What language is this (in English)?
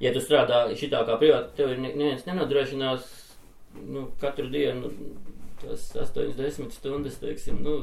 Latvian